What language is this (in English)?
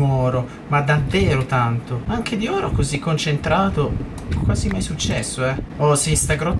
Italian